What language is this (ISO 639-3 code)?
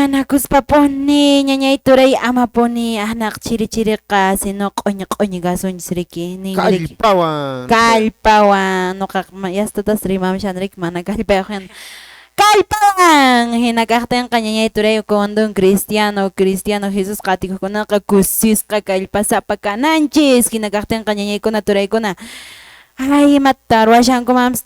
que